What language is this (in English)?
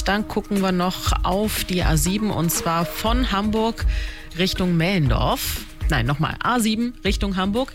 German